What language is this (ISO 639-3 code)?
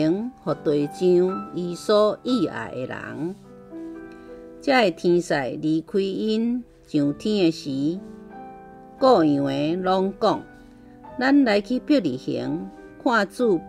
nan